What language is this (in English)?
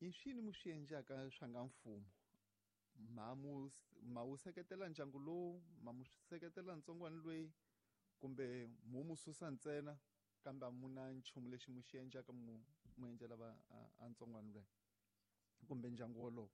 Tsonga